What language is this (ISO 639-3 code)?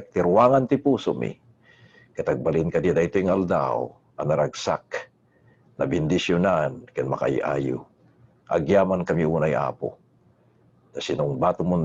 ilo